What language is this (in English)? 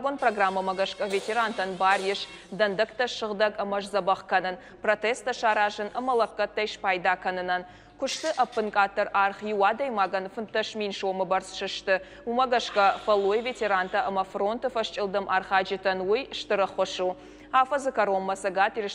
Ossetic